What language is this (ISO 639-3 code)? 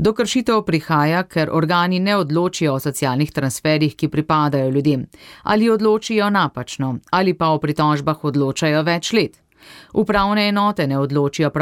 slv